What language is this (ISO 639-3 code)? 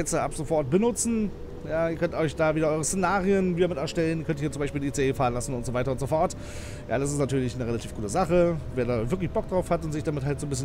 deu